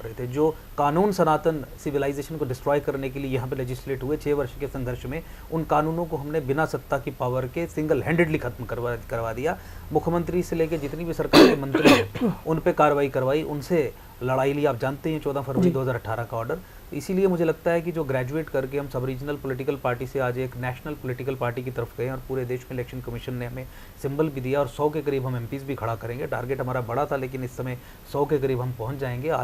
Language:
Hindi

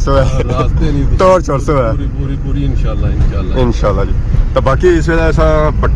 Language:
Pahari-Potwari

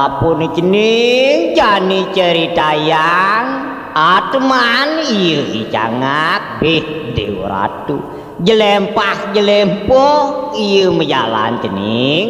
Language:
Balinese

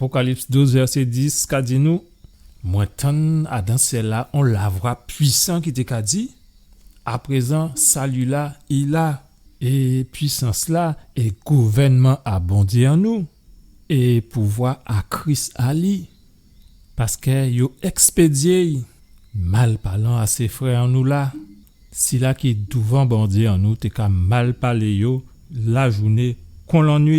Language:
Guadeloupean Creole French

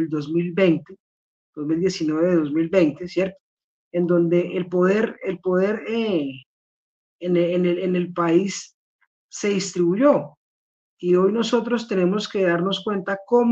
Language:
Spanish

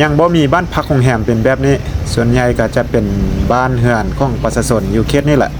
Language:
Lao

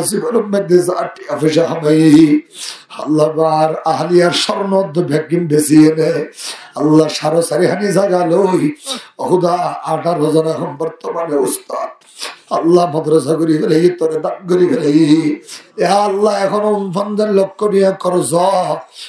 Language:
Rohingya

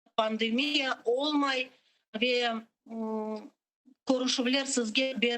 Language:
Crimean Tatar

